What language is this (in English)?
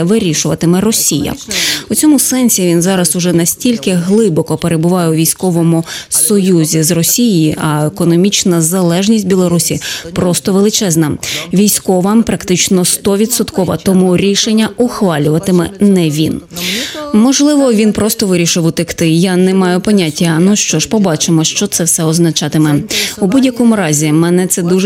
Ukrainian